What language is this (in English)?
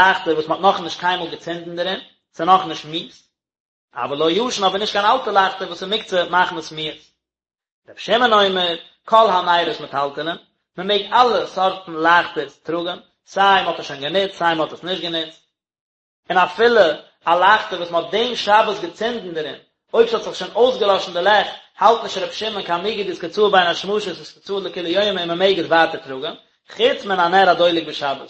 Yiddish